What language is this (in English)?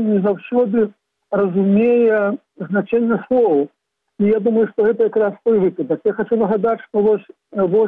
Belarusian